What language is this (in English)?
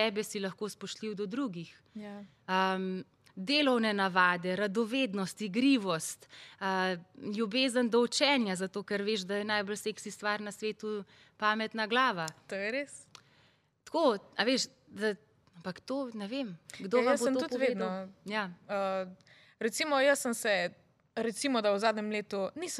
Slovenian